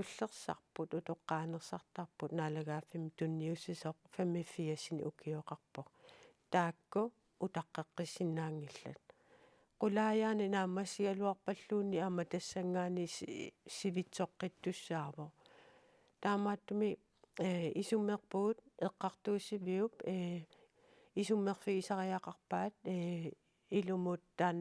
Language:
Kalaallisut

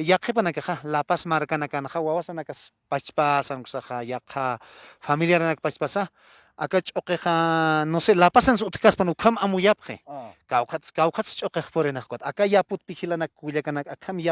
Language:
Aymara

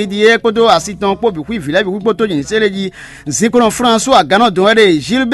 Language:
Fon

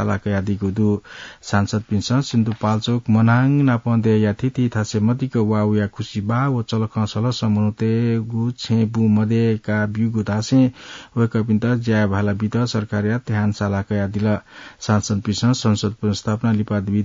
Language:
Newari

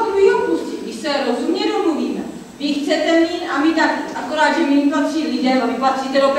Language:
Czech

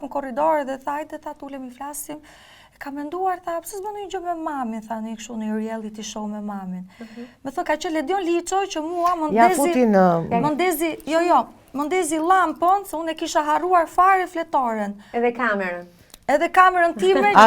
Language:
Albanian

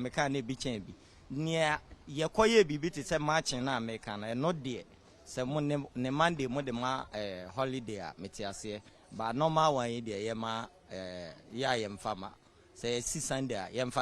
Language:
Akan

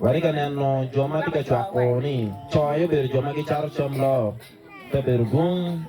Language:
Acoli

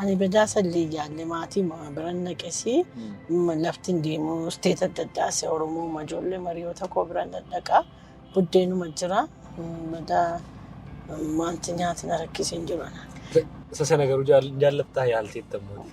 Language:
Oromo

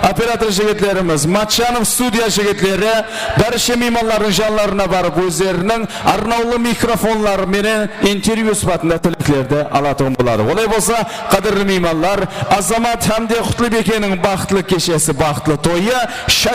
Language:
Kara-Kalpak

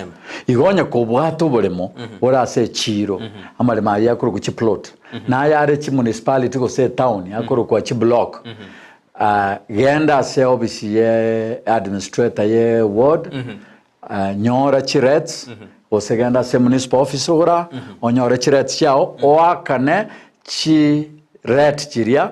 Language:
Gusii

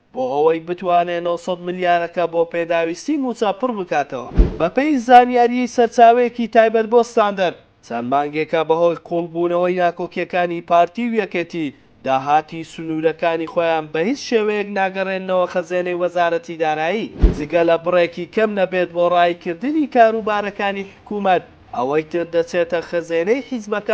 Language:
Central Kurdish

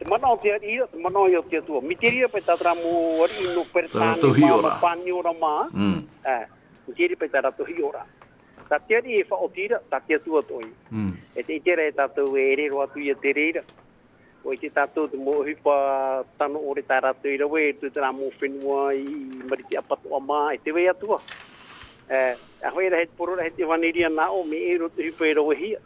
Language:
Tahitian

